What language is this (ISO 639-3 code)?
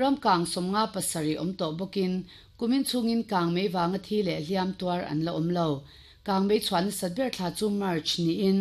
lus